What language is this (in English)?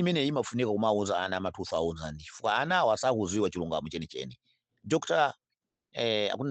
Nyanja